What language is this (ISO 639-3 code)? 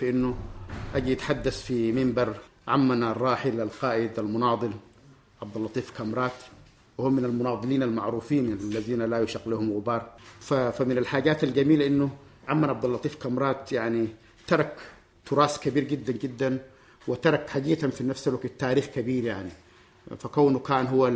apd